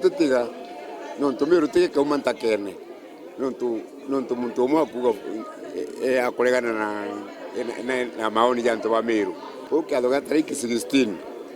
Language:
Meru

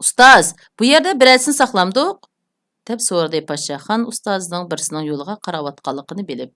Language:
Uyghur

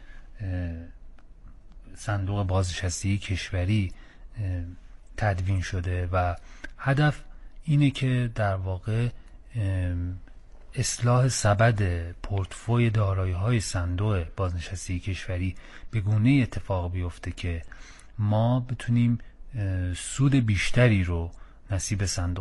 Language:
Persian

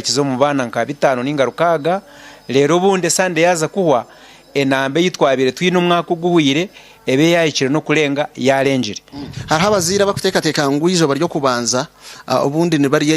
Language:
Nyankole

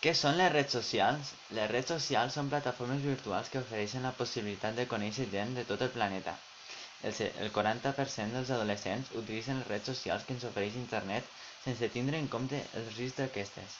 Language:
Catalan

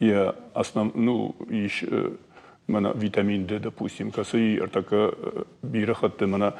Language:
Ossetic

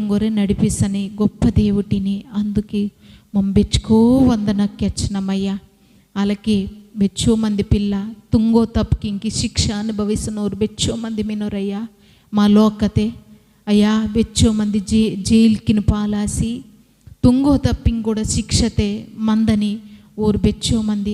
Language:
Koya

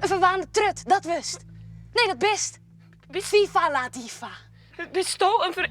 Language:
Western Frisian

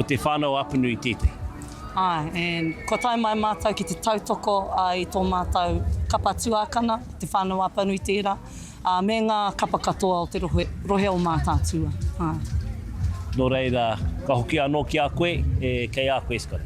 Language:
Māori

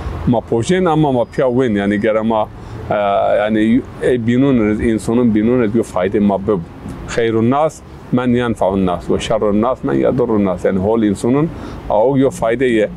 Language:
Zaza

